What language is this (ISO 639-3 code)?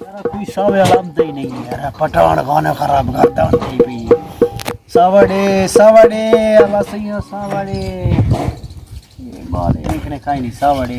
skr